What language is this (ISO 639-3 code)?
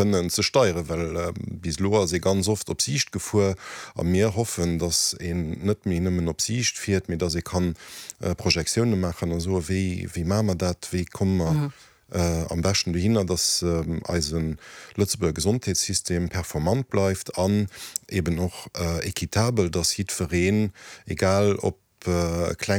ltz